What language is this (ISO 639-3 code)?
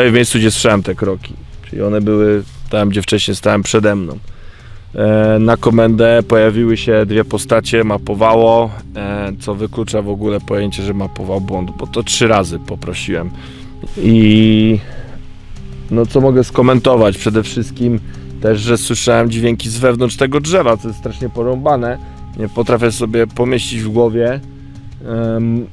pol